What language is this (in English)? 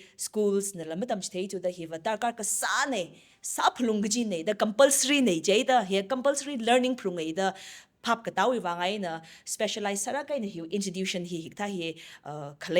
Tangkhul Naga (India)